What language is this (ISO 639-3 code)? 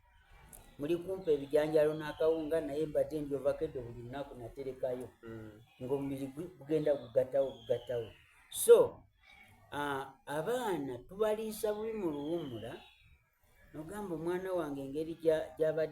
xog